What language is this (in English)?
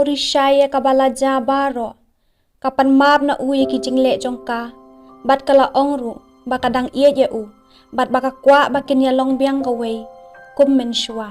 Khasi